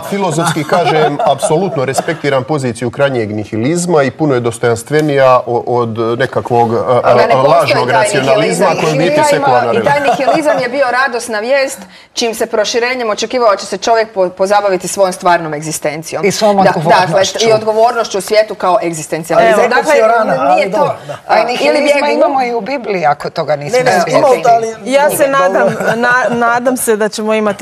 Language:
Croatian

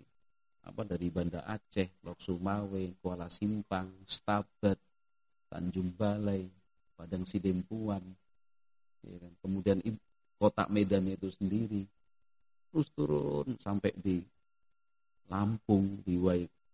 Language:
Indonesian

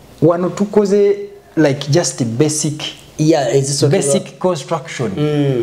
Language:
Ganda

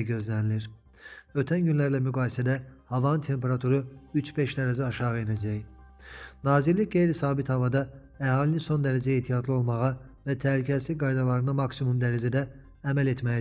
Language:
Azerbaijani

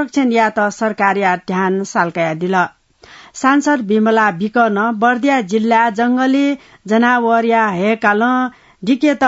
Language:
Newari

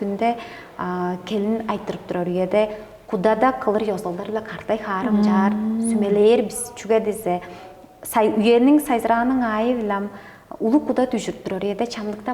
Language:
Tuvinian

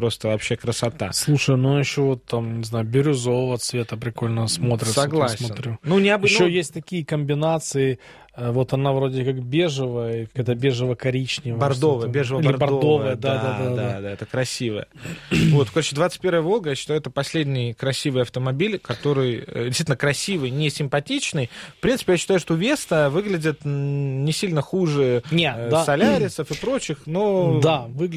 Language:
Russian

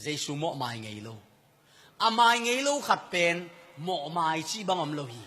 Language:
Tedim Chin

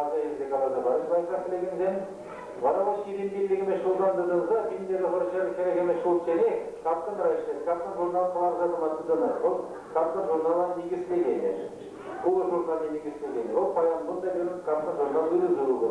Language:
Chuvash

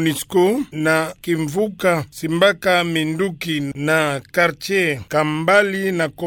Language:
Kituba (Democratic Republic of Congo)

